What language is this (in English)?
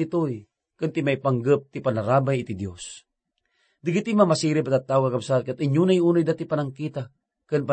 Iloko